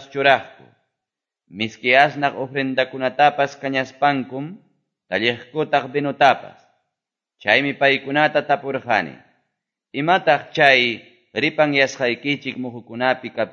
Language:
Quechua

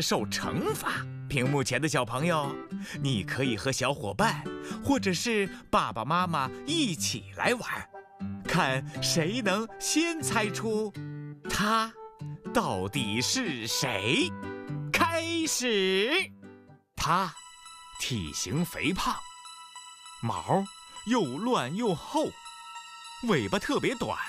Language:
Chinese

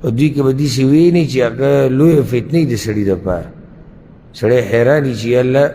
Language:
Pashto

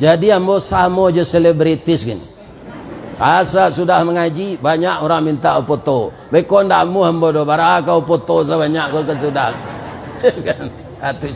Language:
Minangkabau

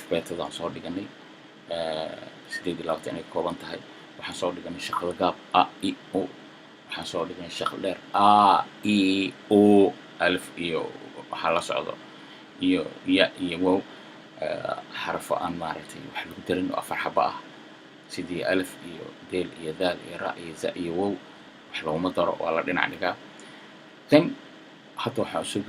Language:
Somali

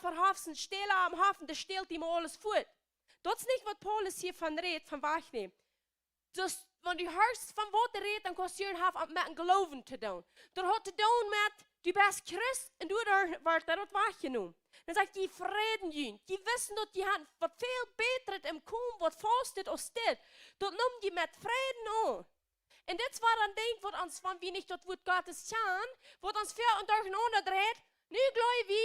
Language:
Plautdietsch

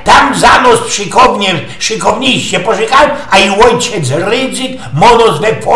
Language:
Silesian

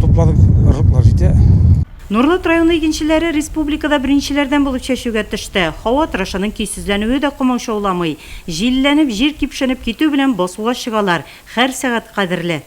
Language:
Tatar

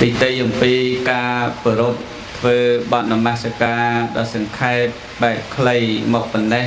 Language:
Khmer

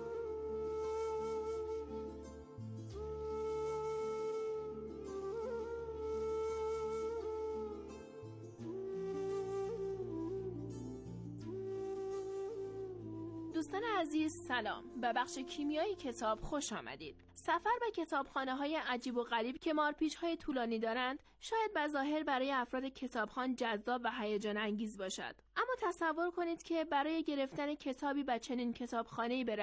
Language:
Persian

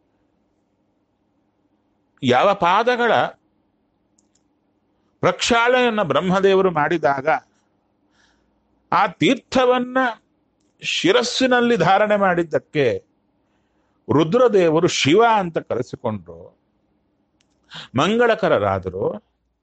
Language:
Kannada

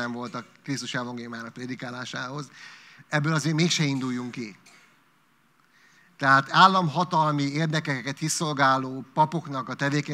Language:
Hungarian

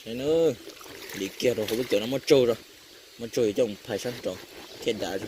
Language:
Hmong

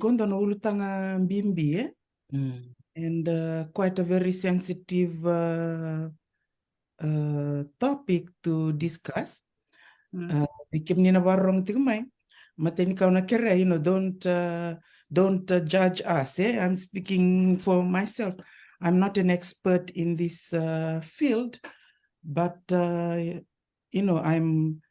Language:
Fijian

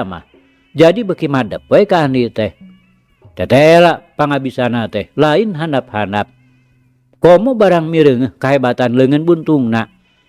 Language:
Sundanese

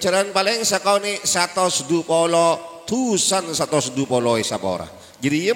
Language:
Madurese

